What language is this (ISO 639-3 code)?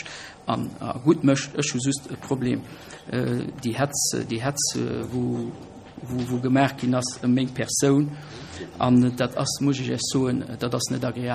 ltz